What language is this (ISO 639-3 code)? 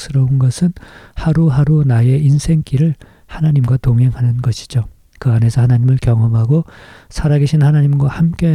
kor